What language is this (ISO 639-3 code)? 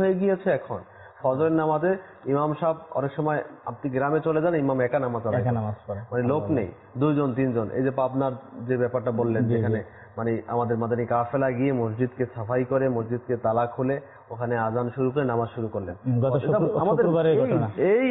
ben